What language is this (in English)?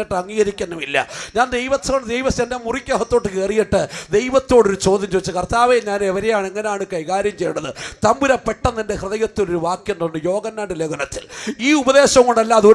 Malayalam